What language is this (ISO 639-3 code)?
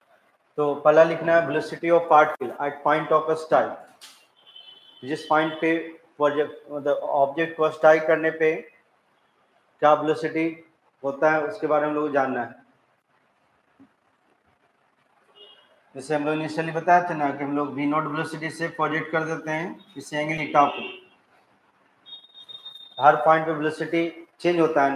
hin